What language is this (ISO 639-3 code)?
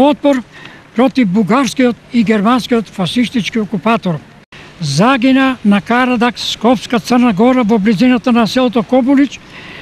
mkd